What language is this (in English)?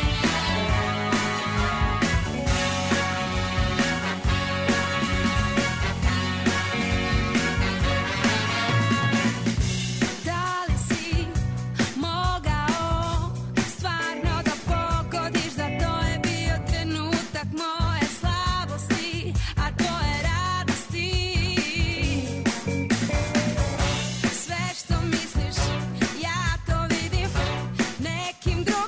Serbian